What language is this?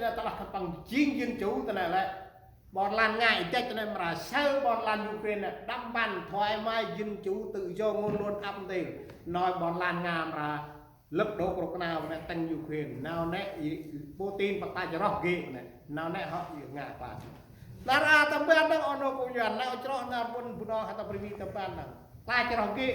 Central Mnong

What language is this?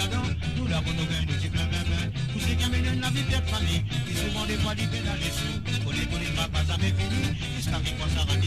Morisyen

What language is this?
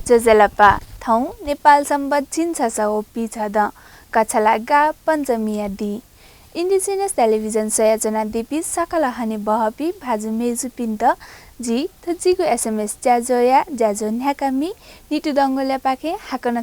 Newari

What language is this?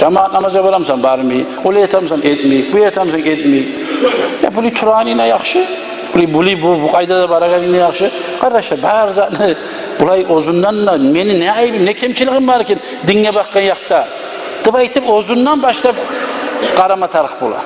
Kumyk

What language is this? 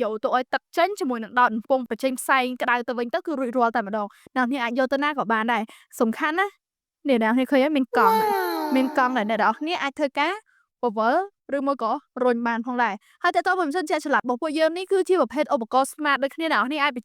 Khmer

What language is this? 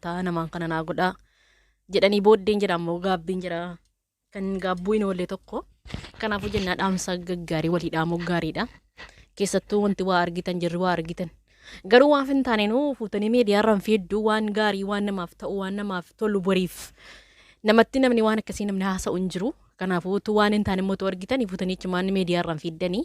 Oromo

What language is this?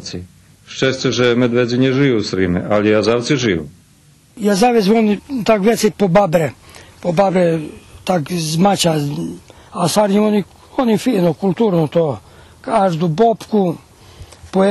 Rusyn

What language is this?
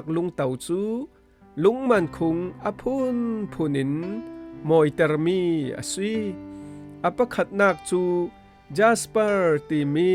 Falam Chin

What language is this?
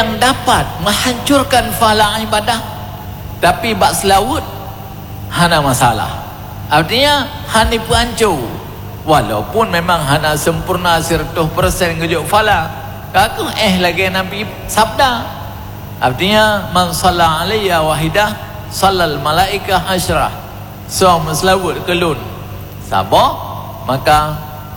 Achinese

